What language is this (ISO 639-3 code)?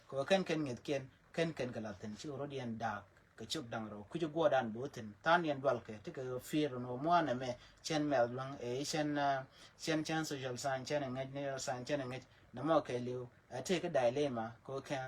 nus